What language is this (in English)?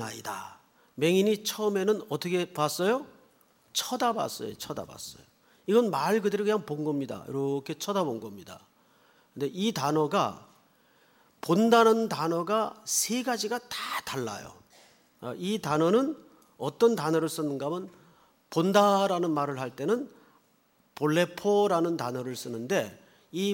Korean